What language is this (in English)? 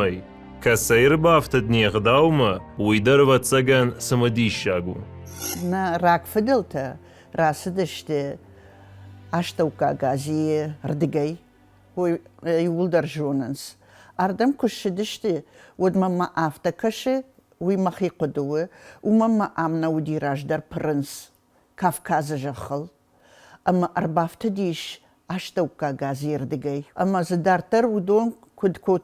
Ossetic